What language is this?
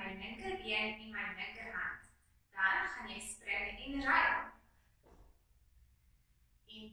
Afrikaans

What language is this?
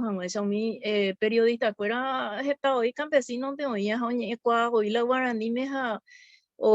Guarani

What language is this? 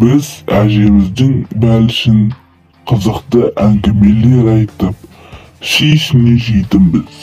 Kazakh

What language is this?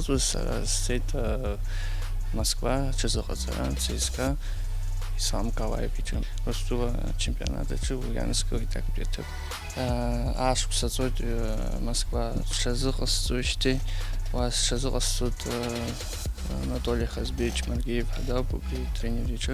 Abkhazian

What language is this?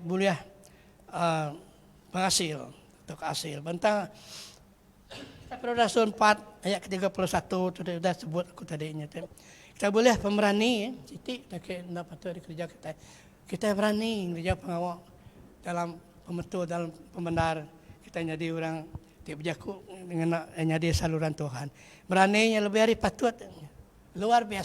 Iban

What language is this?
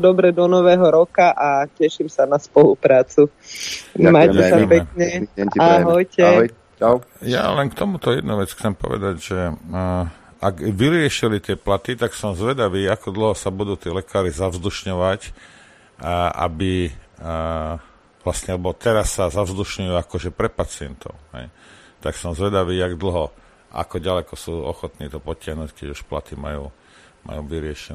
Slovak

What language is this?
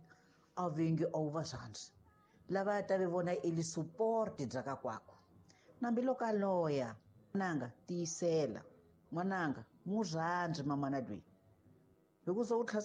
Tsonga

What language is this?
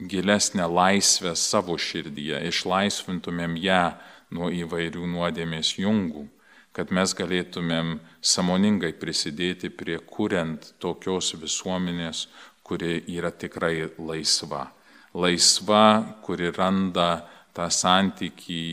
Lithuanian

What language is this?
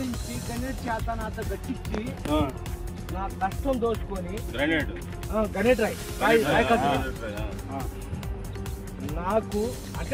Telugu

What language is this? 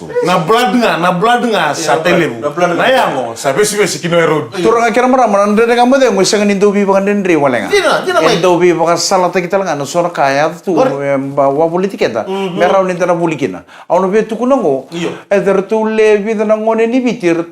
Fijian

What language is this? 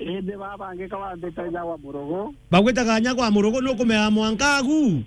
Meru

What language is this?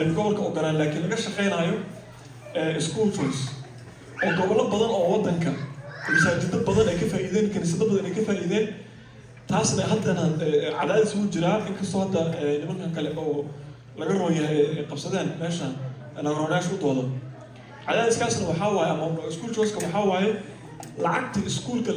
Somali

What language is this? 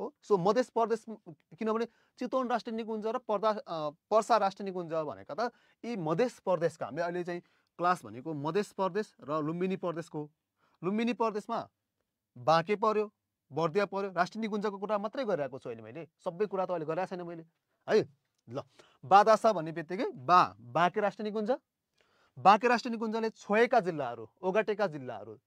Nepali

